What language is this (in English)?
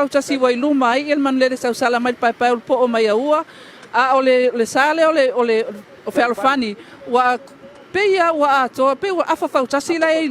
Samoan